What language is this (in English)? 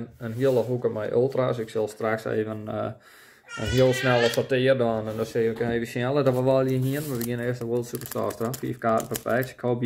Western Frisian